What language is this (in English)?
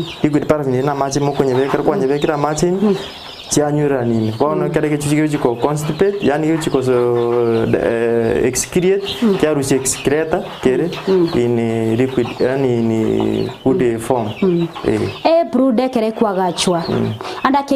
Gusii